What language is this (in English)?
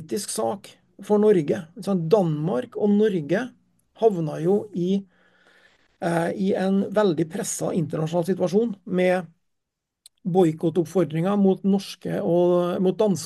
Norwegian